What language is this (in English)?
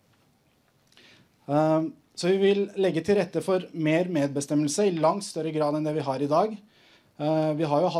Norwegian